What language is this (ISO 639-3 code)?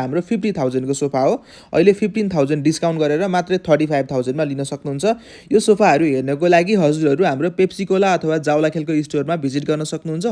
nep